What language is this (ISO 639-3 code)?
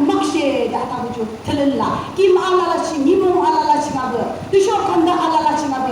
yim